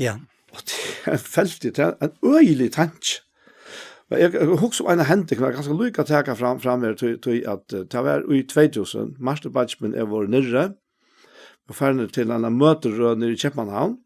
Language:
Faroese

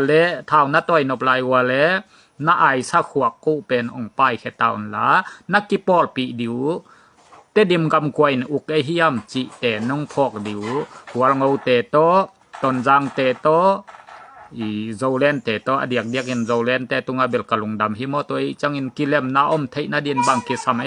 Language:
Tedim Chin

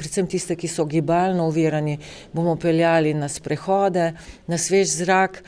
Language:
Slovenian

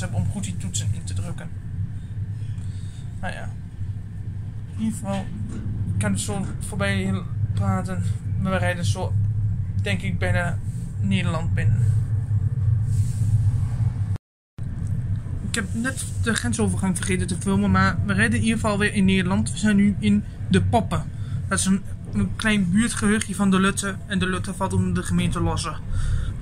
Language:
Dutch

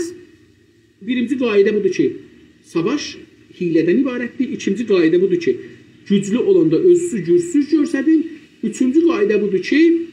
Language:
South Azerbaijani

